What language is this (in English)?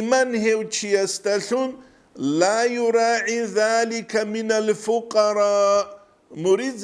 Avaric